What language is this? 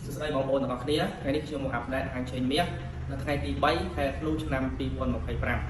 Khmer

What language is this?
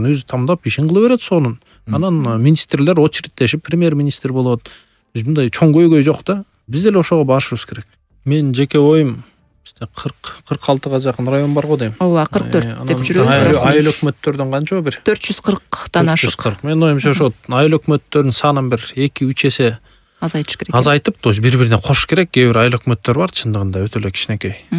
Kyrgyz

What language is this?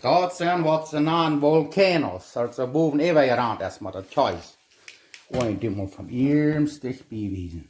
Plautdietsch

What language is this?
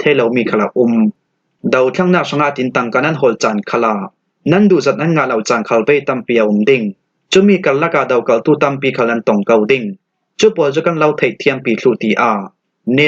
Falam Chin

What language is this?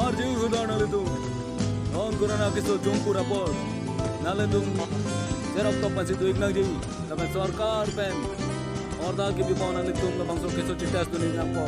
Karbi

